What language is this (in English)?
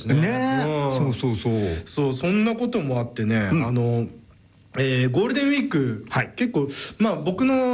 Japanese